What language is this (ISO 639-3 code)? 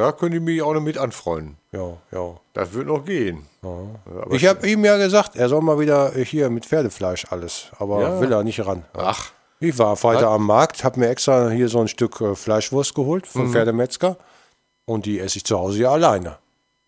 deu